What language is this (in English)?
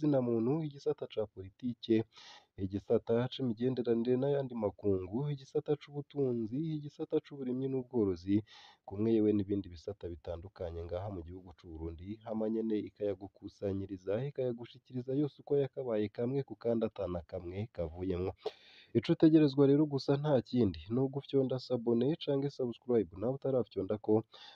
Rundi